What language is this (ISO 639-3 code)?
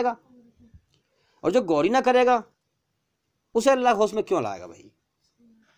hin